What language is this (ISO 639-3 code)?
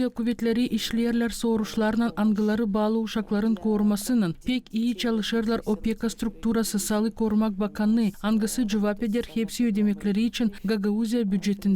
gag